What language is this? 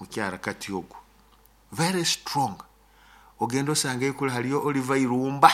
Nyoro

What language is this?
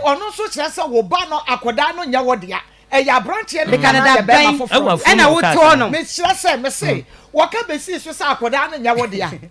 Akan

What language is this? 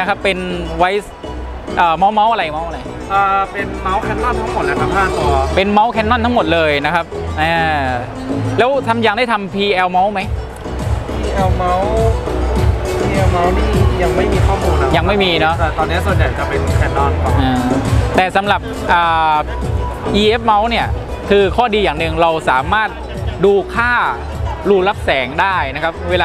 Thai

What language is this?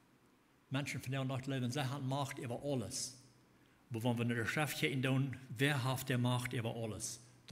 Plautdietsch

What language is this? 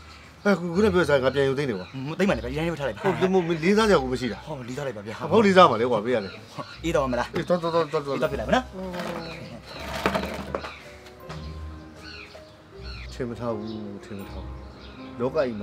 Burmese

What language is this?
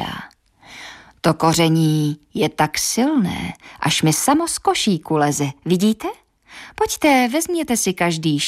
Czech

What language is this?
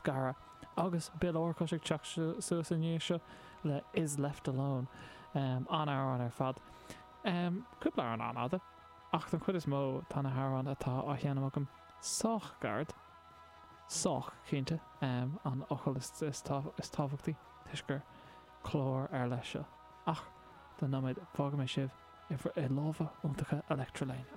Irish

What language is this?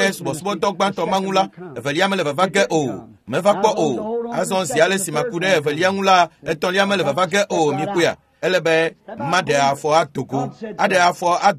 Ewe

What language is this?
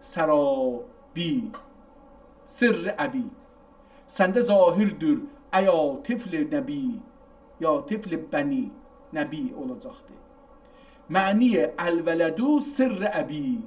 South Azerbaijani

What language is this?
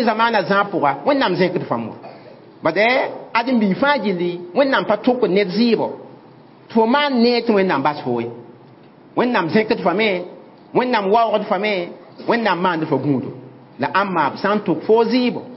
Mossi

